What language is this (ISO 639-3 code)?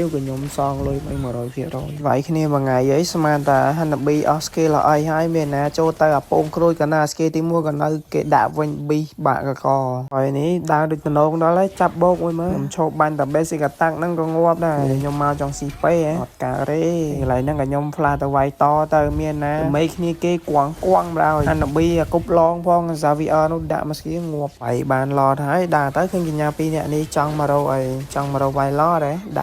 khm